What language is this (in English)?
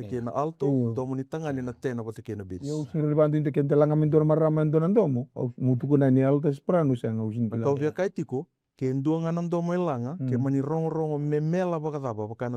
Fijian